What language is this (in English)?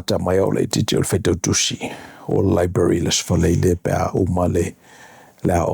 Samoan